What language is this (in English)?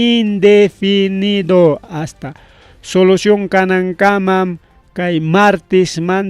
Ayacucho Quechua